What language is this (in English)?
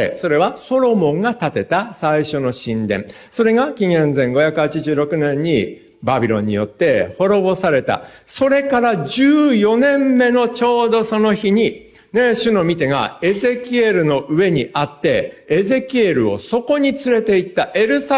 Japanese